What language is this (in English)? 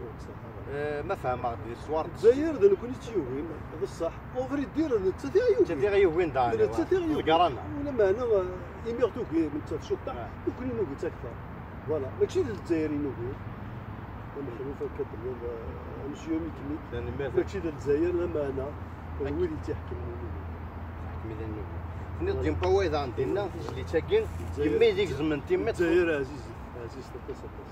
Kabyle